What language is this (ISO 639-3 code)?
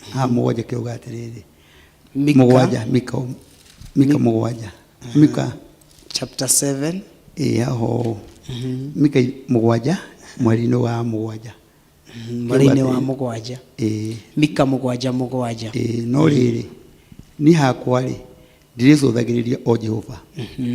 kik